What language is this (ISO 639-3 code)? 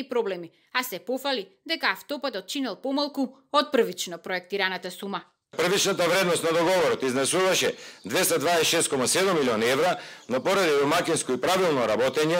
mkd